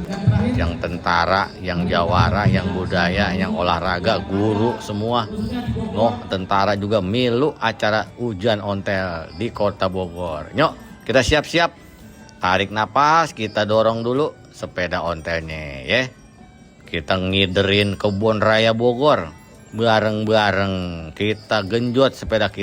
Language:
Betawi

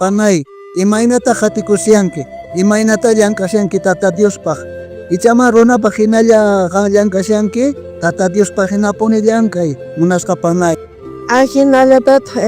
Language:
South Bolivian Quechua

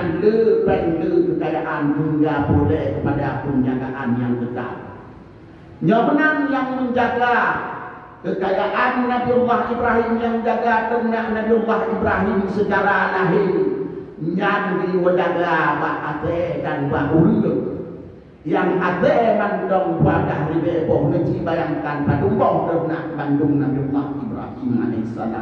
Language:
Achinese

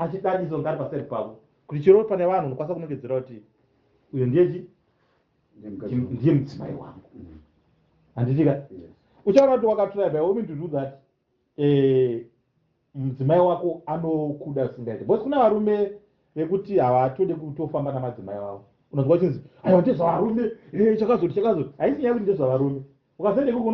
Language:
Shona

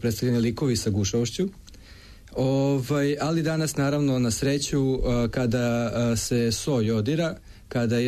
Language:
Serbian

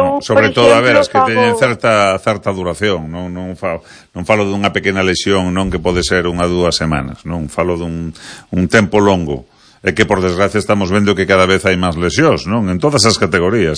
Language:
Galician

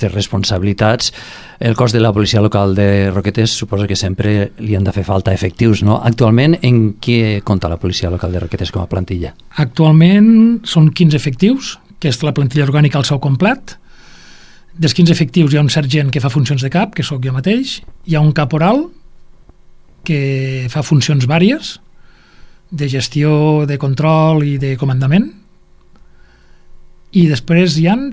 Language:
Catalan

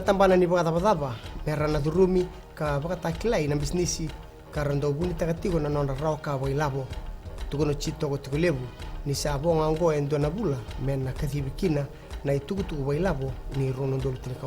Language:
Fijian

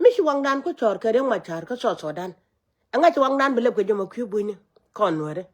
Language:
Nuer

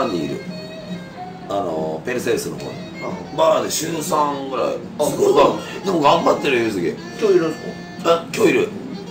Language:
Japanese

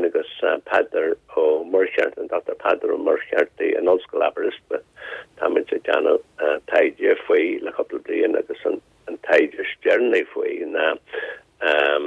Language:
Irish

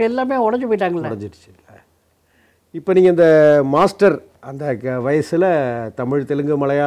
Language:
Tamil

